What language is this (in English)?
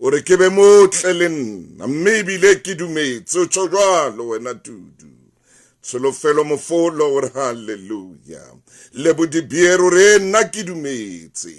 Southern Sotho